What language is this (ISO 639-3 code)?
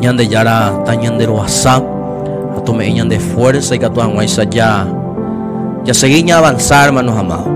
grn